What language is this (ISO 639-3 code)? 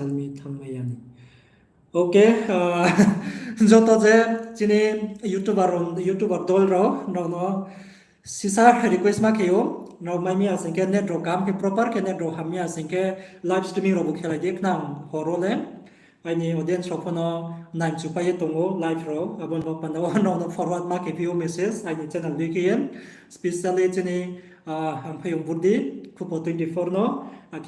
ria